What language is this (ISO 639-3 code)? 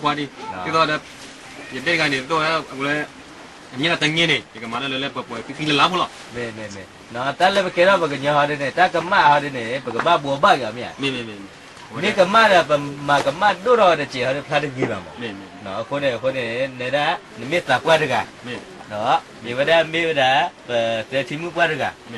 ksw